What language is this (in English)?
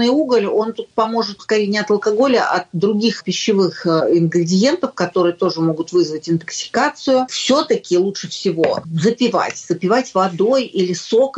Russian